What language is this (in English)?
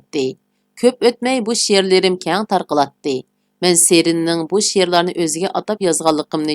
Uyghur